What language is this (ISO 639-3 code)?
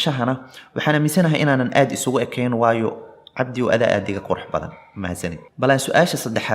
som